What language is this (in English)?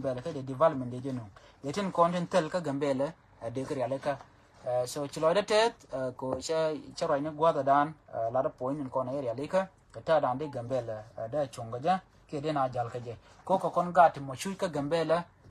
Nuer